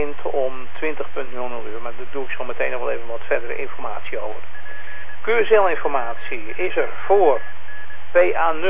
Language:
Dutch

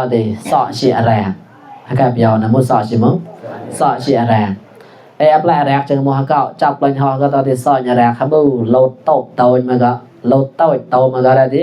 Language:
Mon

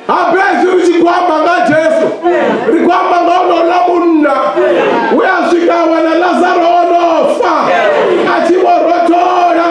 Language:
Venda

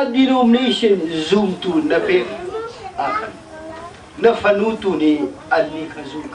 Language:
Hakha Chin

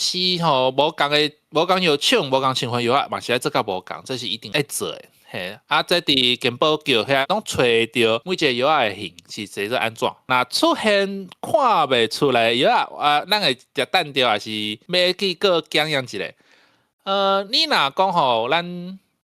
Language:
Min Nan Chinese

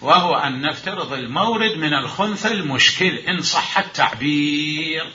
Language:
Mesopotamian Arabic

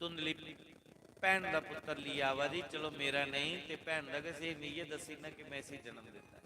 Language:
Dogri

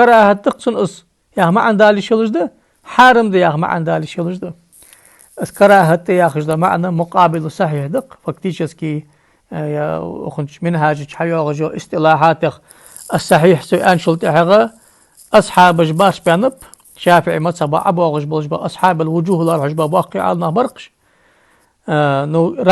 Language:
Ingush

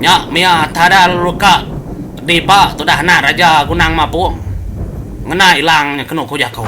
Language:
Iban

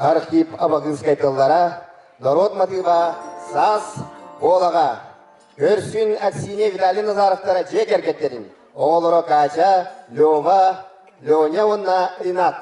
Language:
Yakut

